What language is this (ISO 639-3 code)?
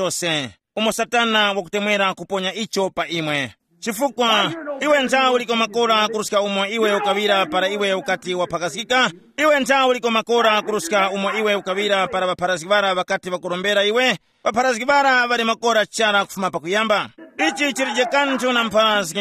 tum